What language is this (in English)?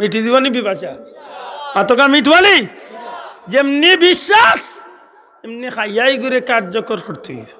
Sylheti